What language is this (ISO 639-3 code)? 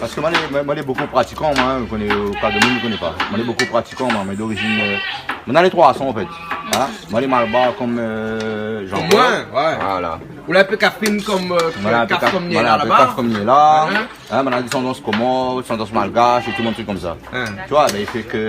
rcf